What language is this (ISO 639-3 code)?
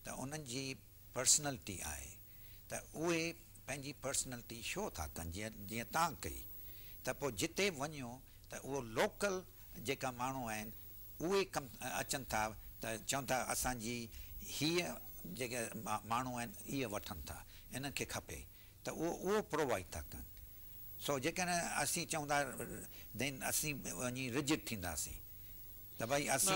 snd